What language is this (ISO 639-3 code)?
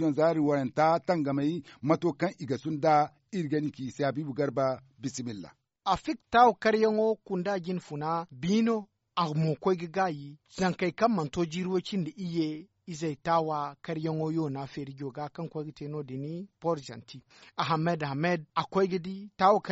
dje